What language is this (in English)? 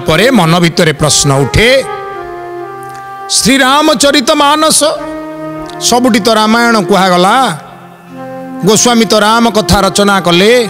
Odia